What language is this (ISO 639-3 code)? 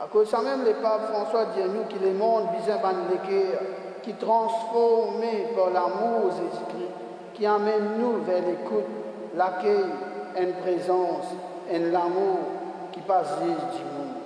mfe